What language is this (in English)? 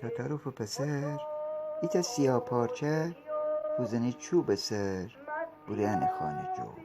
Gilaki